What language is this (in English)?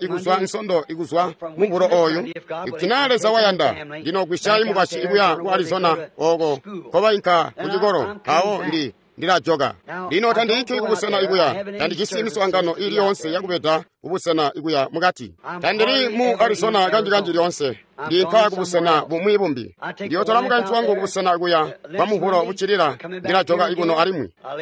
Tonga (Zambia)